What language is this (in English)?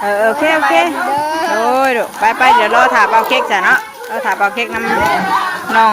Northeastern Thai